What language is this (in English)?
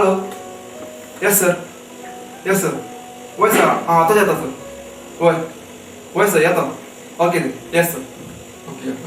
Konkani